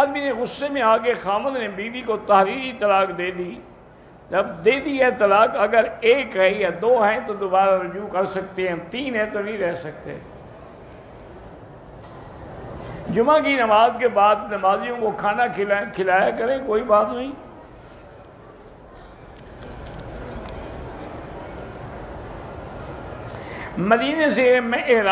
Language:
Urdu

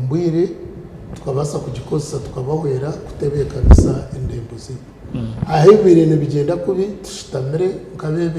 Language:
Nyankole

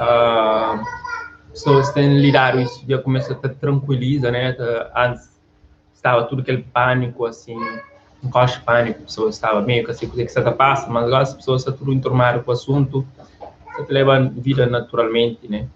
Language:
Kabuverdianu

